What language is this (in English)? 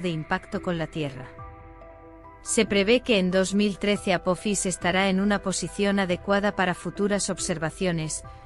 Spanish